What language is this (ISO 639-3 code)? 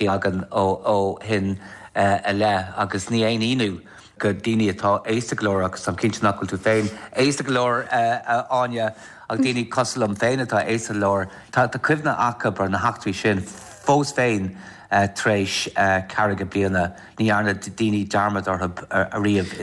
gle